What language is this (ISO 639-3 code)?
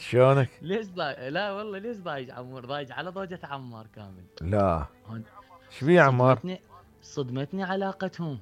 acm